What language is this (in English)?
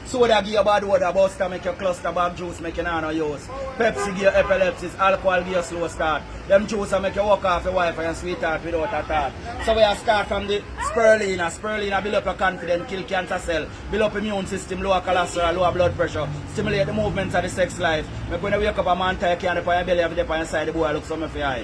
Jamaican Creole English